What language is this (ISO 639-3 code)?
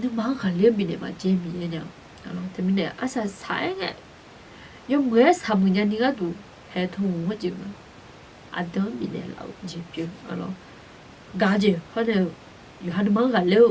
ahk